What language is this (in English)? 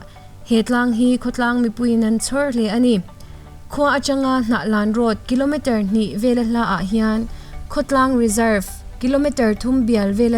Mizo